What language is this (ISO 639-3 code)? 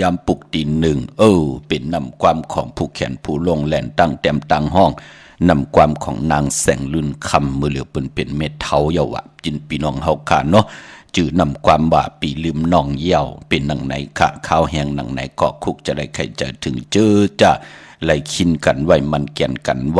shn